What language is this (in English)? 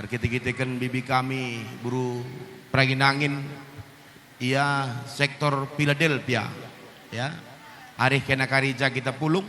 Batak Karo